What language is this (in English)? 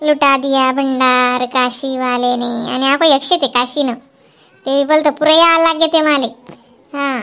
Khandesi